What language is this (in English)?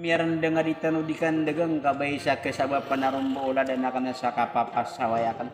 Maranao